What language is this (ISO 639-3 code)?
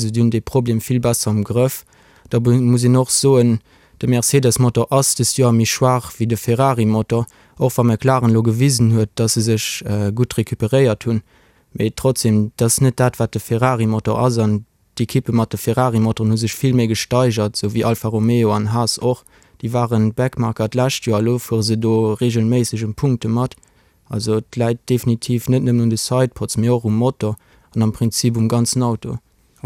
ltz